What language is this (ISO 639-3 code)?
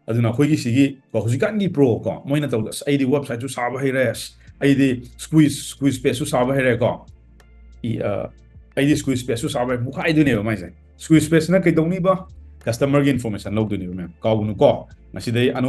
mni